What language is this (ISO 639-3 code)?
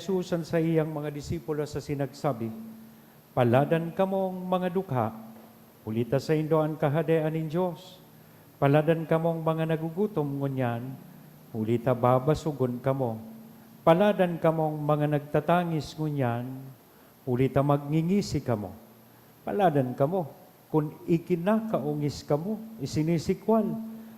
bik